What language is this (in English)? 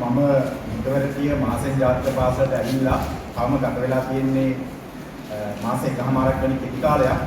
Sinhala